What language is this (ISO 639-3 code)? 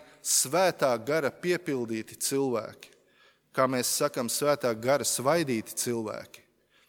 lav